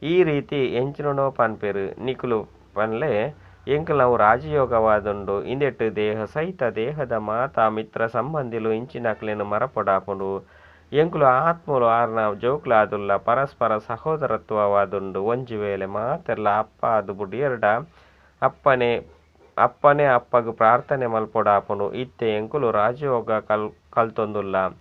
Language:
Tulu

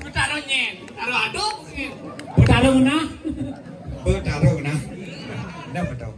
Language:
Balinese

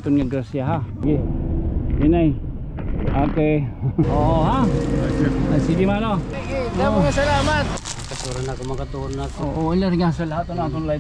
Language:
Waray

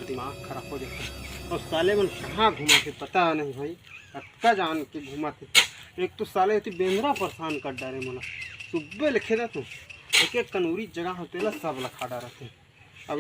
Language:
Chhattisgarhi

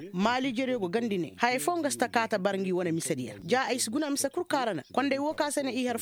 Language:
Koyraboro Senni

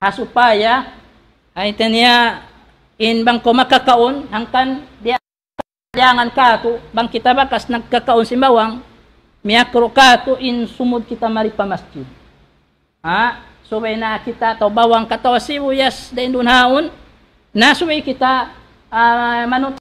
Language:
Tausug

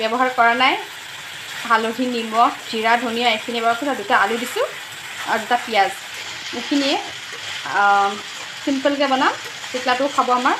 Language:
Assamese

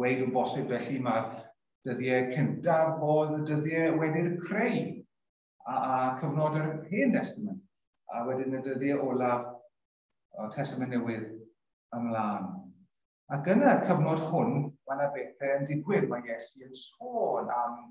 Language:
Welsh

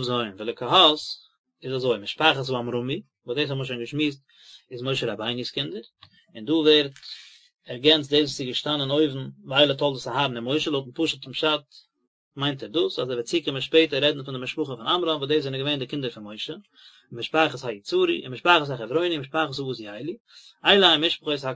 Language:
Yiddish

